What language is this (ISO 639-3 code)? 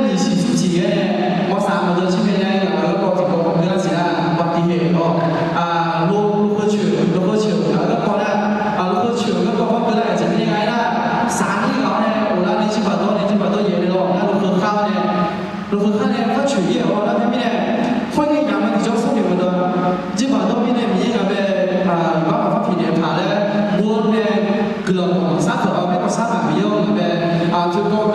ahk